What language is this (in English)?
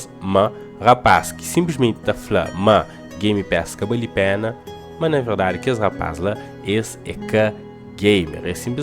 Kabuverdianu